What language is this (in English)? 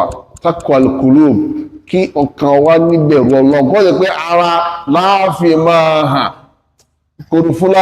Yoruba